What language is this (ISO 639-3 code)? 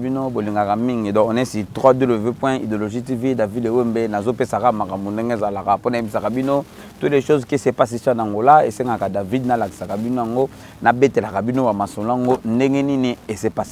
lin